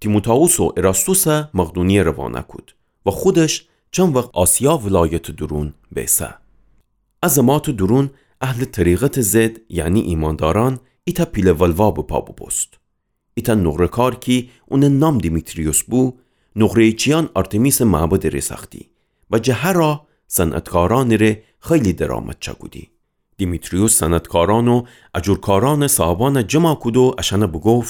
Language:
Gilaki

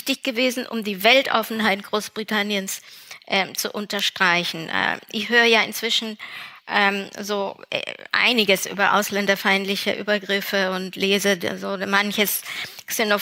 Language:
German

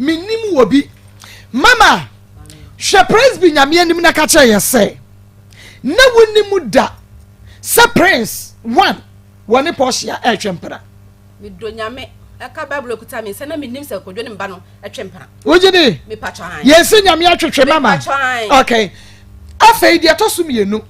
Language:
Akan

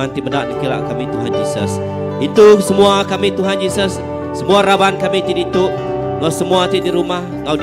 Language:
Iban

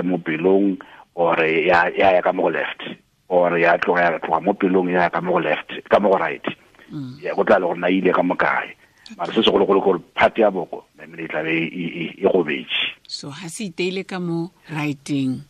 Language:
Tswana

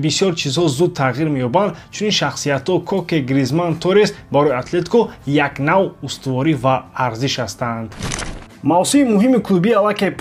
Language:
Tajik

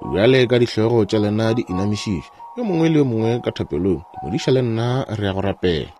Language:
Northern Sotho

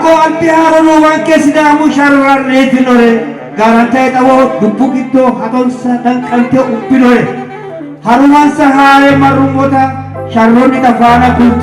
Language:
Sidamo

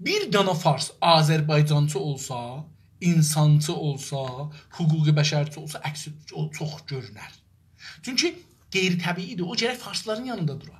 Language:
South Azerbaijani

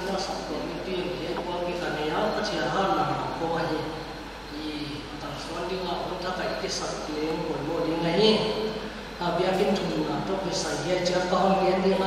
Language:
Paite Chin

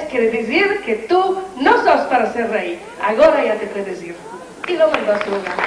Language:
Ladino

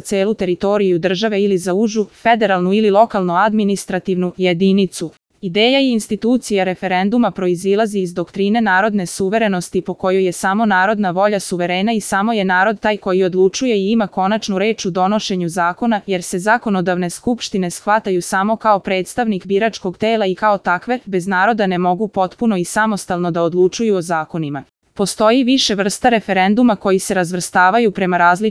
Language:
Serbian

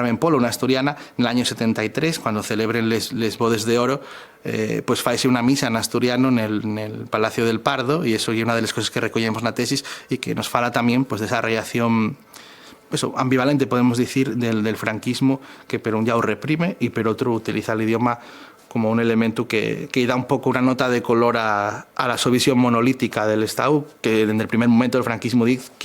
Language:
Asturian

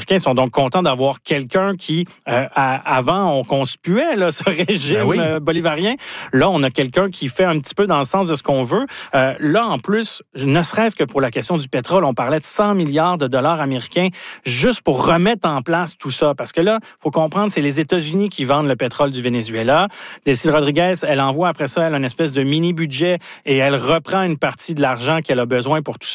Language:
French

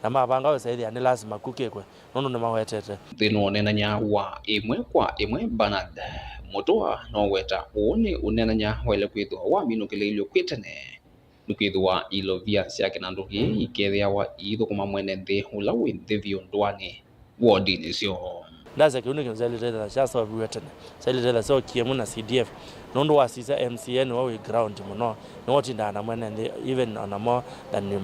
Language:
Kamba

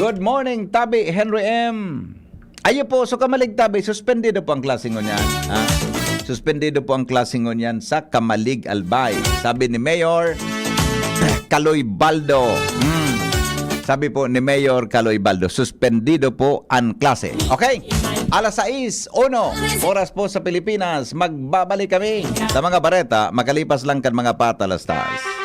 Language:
Bikol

